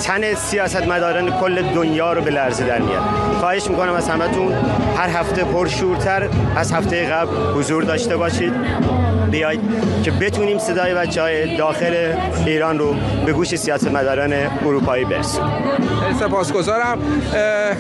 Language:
Persian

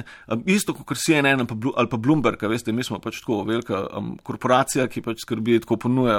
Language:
Slovenian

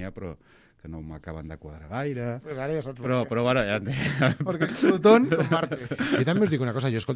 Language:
Catalan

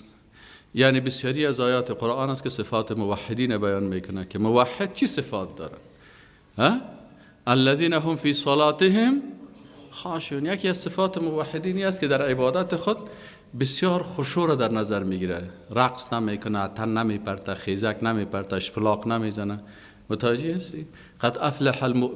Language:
Persian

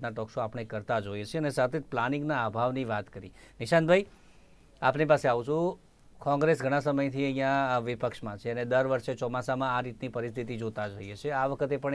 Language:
Gujarati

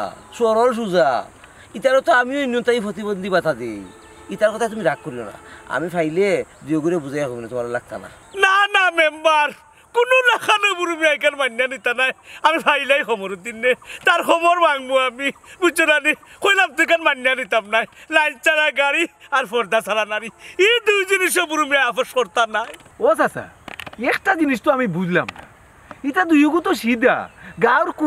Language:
Sylheti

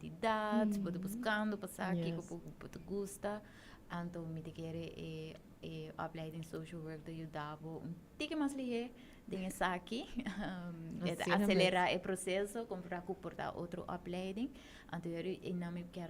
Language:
Papiamento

